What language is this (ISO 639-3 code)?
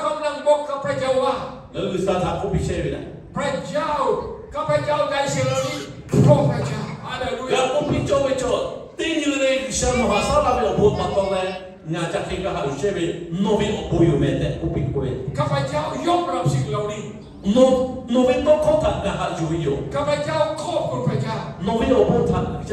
lhu